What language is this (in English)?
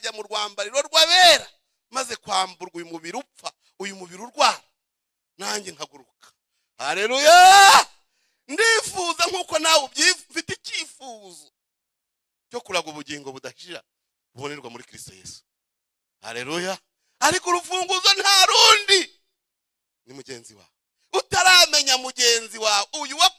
Kinyarwanda